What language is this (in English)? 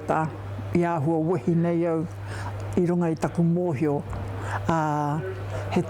Māori